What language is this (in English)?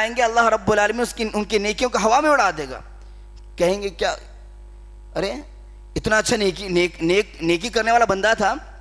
Urdu